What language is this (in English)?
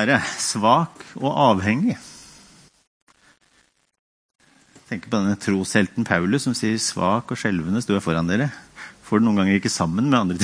Norwegian